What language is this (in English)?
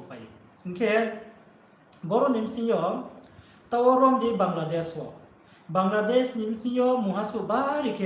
Riang (India)